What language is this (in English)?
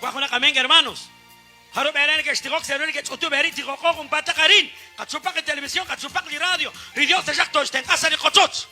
Kekchí